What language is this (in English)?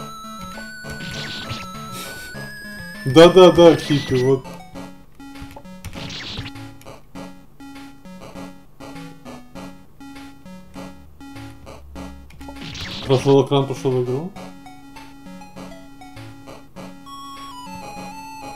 Russian